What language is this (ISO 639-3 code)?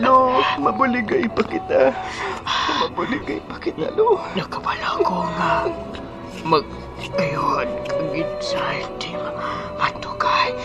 hil